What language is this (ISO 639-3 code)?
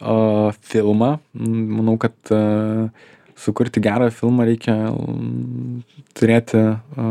lit